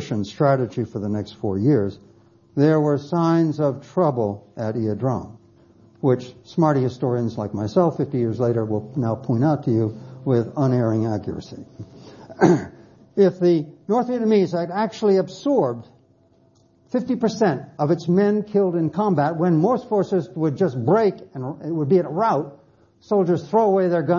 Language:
English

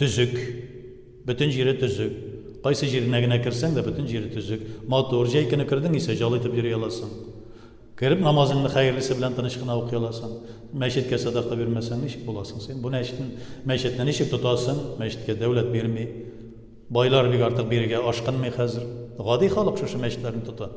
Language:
Tatar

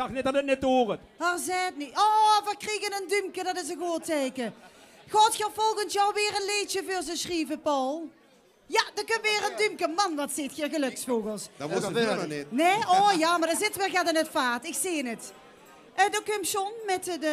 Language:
Limburgish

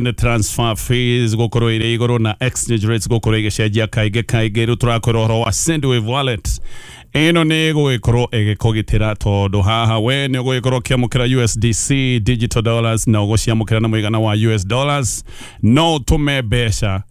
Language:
Kikuyu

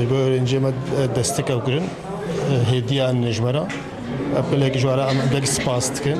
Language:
Kurdish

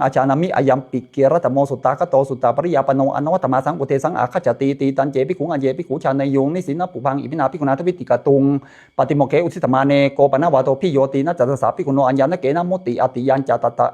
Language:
Pali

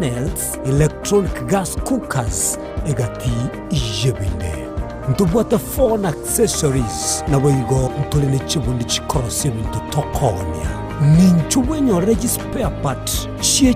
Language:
Gusii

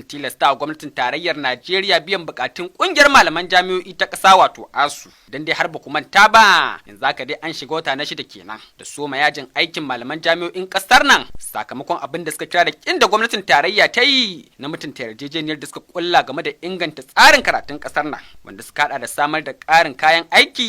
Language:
Hausa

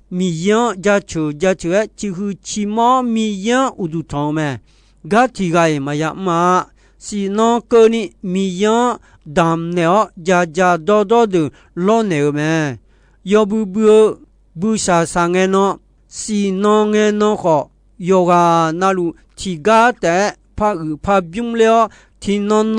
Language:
Akha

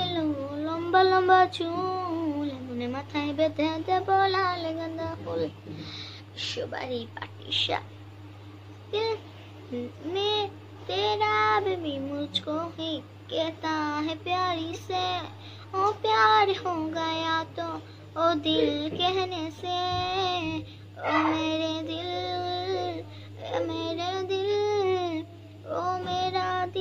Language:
Bangla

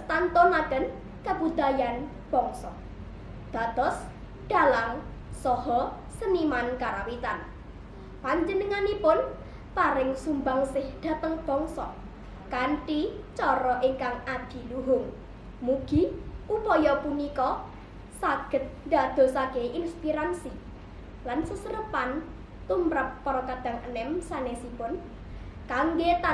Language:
Javanese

